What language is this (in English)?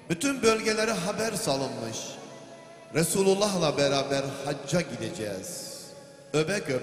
Turkish